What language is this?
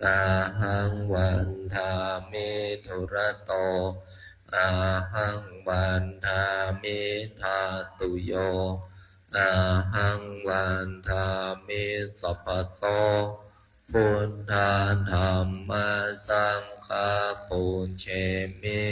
Pali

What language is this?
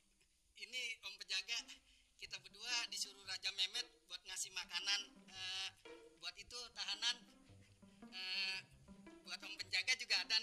Betawi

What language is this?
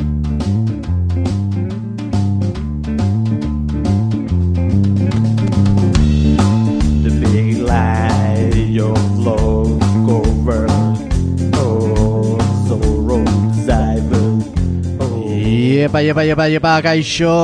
Basque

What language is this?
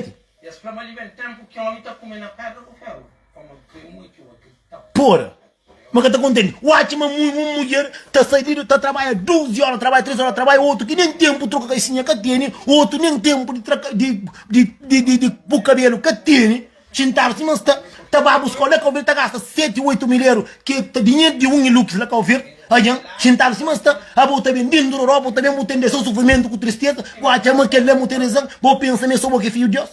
Kabuverdianu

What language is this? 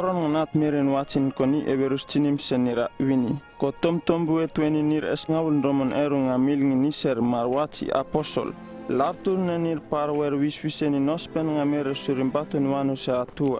Uripiv-Wala-Rano-Atchin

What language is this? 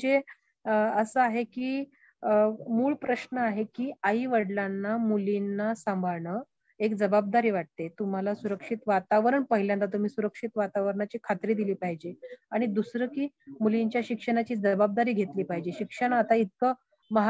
Marathi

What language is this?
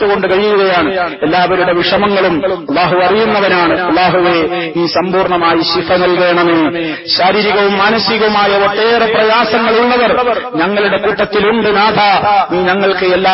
Malayalam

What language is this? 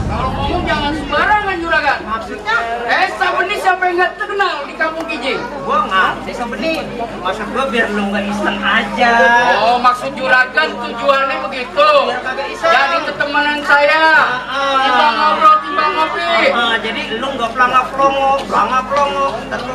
Betawi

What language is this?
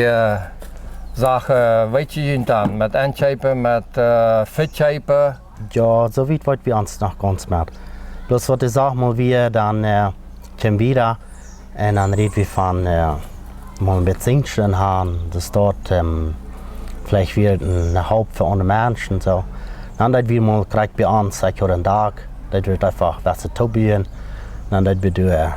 Plautdietsch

